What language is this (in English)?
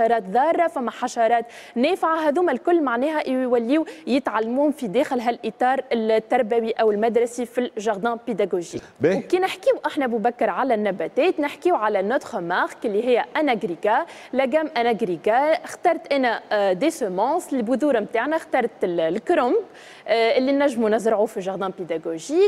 Tunisian Arabic